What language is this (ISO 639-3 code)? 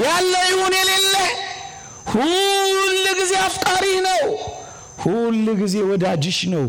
amh